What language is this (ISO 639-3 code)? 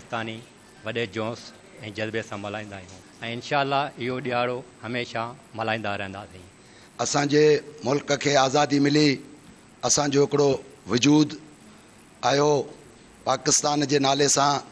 snd